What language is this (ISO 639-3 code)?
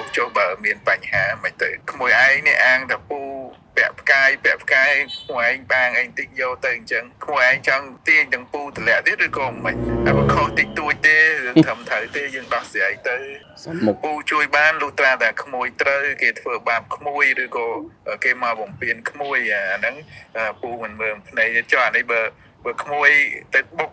khm